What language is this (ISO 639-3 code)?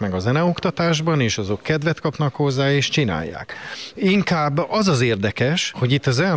hun